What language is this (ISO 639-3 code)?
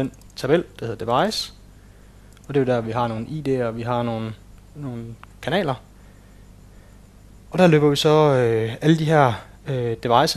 dan